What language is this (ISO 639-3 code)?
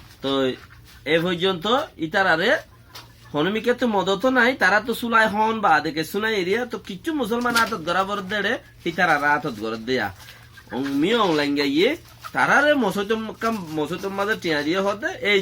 rhg